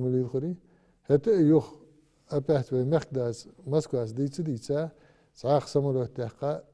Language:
Ingush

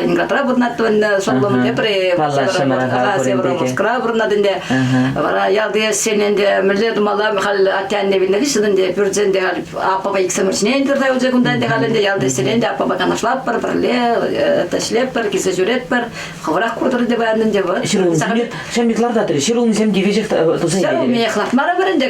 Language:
Chuvash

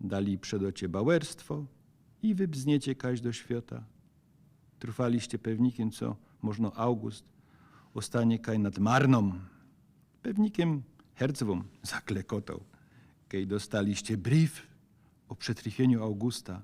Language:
Silesian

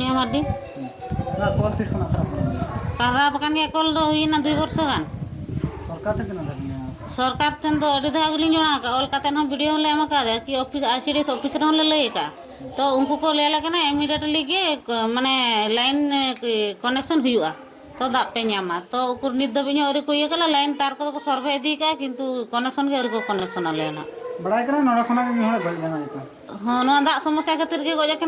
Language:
Santali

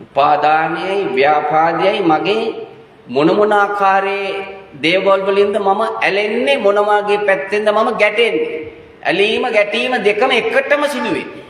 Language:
Sinhala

